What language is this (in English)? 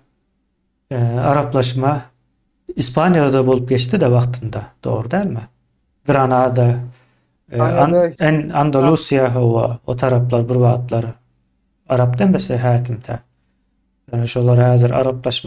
Turkmen